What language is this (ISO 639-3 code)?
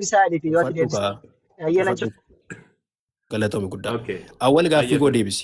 orm